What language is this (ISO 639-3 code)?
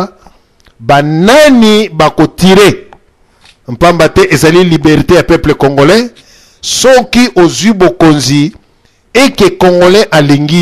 lin